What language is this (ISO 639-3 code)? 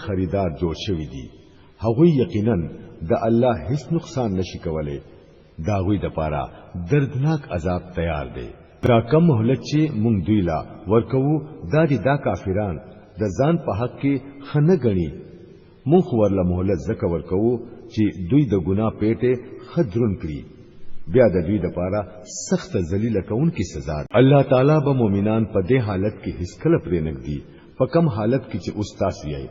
pus